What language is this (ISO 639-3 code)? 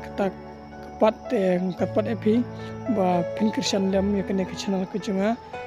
kha